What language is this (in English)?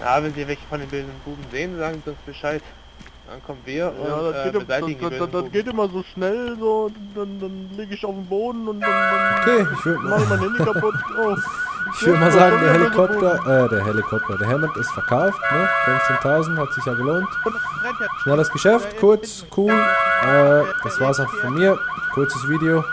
Swiss German